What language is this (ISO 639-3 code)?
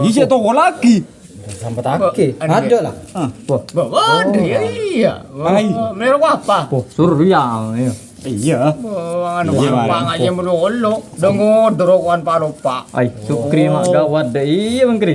mad